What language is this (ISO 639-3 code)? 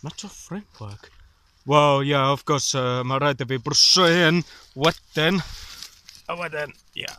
cym